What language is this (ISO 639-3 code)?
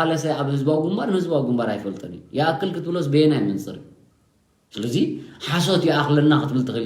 tir